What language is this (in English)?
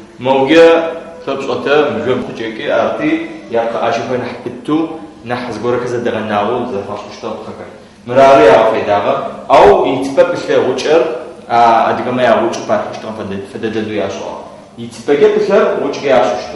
Adyghe